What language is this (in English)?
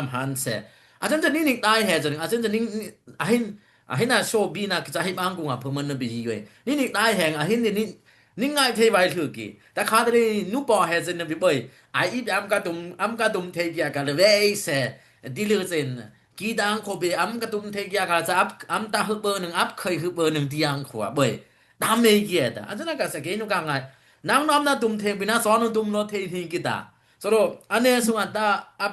Dimasa